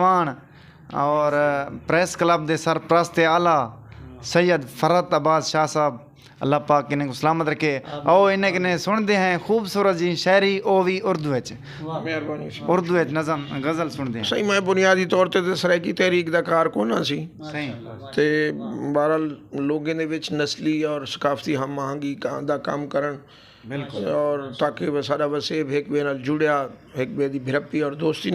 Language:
Saraiki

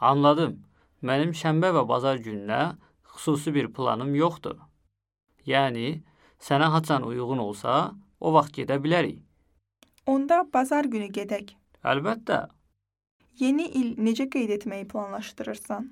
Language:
Azerbaijani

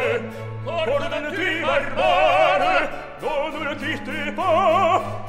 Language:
French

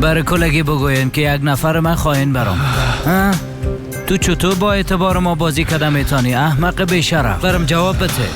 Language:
Persian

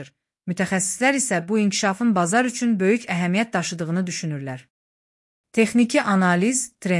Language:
Azerbaijani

